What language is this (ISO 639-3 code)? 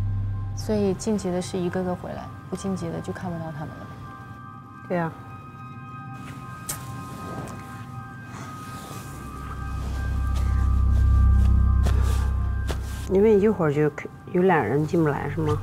zho